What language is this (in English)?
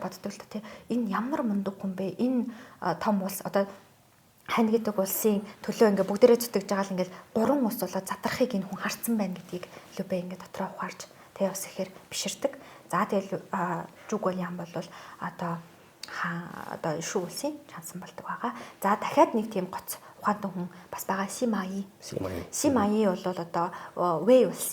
Mongolian